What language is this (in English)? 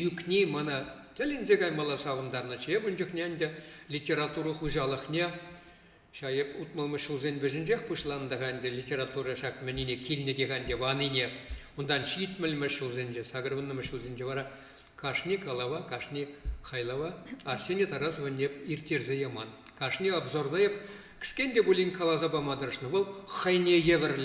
Chuvash